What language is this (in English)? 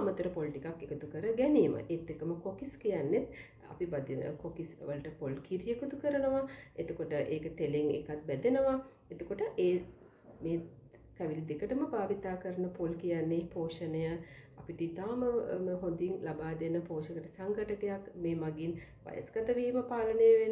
Sinhala